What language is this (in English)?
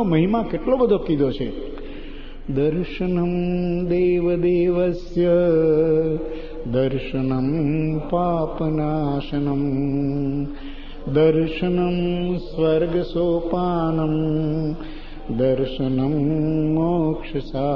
Gujarati